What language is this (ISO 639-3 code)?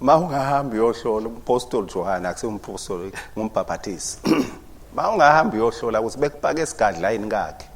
ssw